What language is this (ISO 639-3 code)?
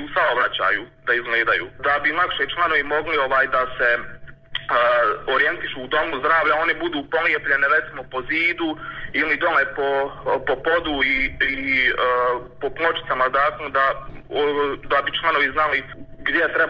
bos